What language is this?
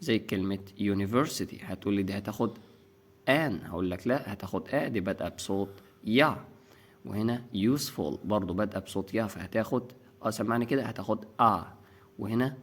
Egyptian Arabic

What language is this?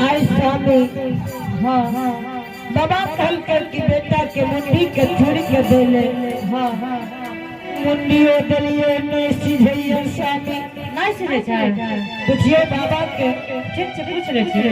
Angika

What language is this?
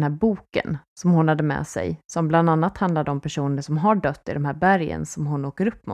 Swedish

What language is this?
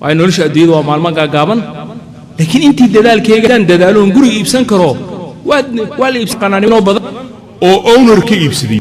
Somali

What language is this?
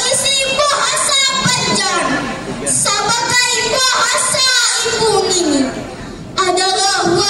Banjar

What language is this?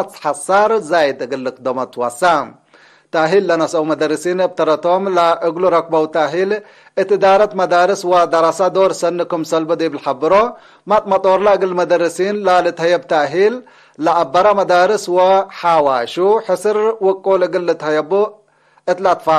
Tigre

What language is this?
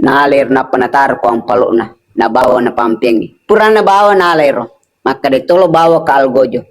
Buginese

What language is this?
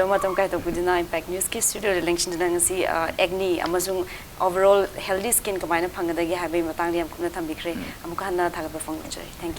Manipuri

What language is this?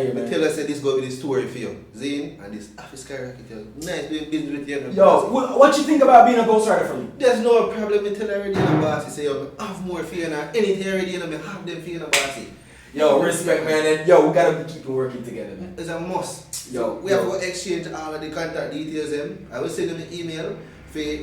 Jamaican Creole English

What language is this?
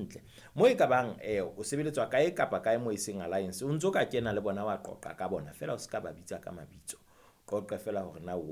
Southern Sotho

